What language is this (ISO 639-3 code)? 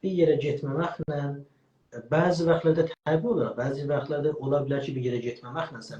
azb